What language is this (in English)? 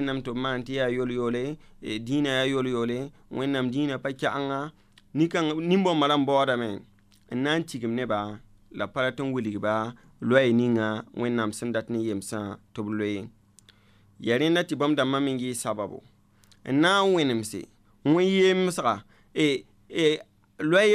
Mossi